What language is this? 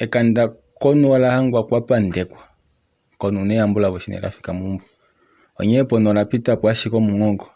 Kuanyama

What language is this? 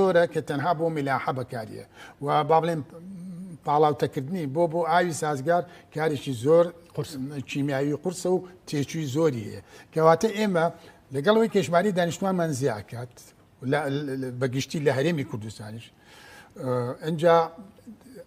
Central Kurdish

